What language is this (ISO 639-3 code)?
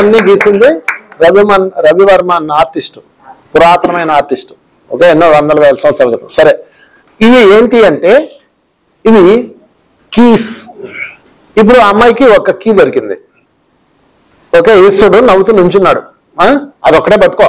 tel